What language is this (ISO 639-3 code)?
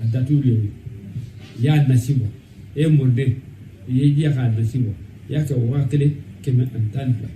bam